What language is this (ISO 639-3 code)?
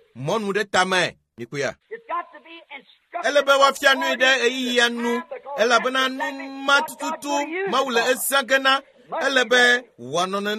ewe